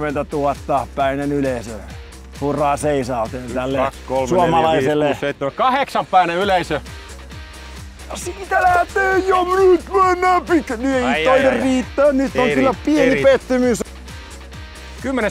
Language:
Finnish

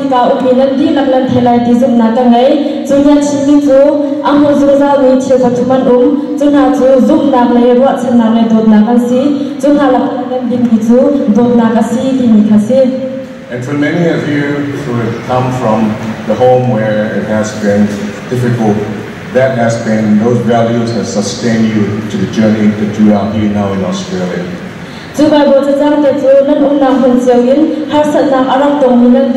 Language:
Hakha Chin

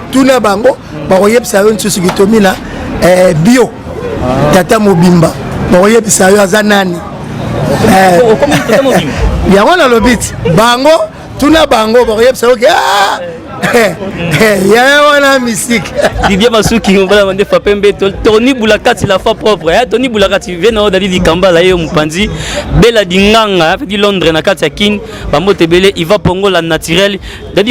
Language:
Lingala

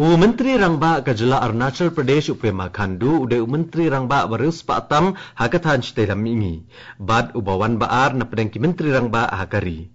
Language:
Khasi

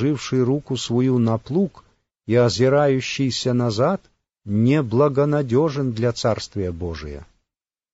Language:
Russian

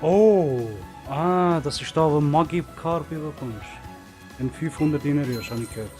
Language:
Swiss German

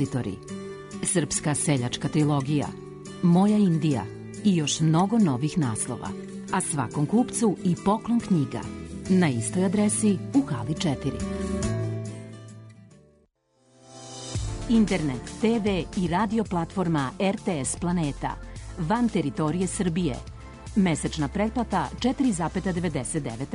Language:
Serbian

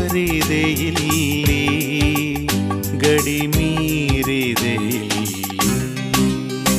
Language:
Kannada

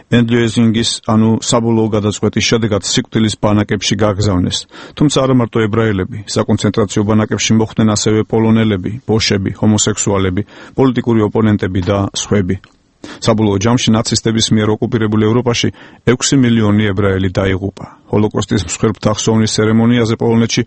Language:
Georgian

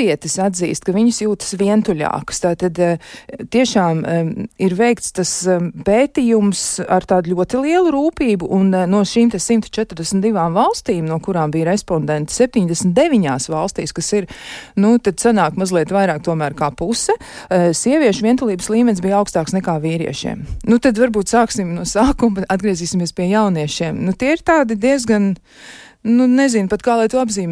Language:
Latvian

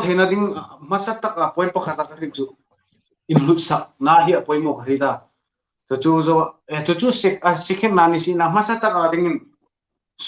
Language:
Hmar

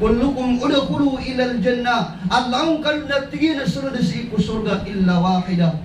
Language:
Maranao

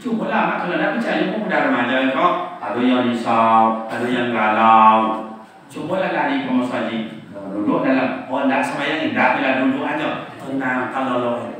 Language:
Minangkabau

